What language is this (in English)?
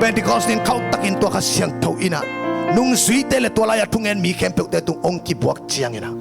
Tedim Chin